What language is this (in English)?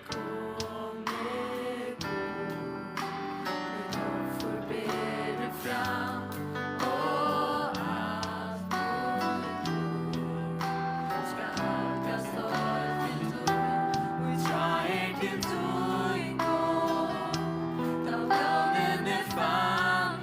Faroese